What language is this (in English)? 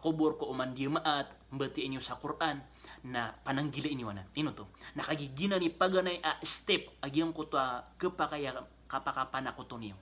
Maranao